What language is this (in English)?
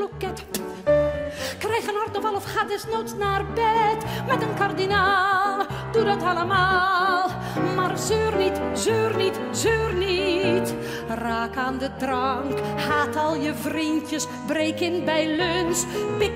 Dutch